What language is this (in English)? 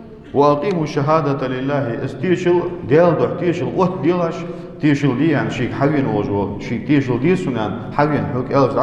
Ingush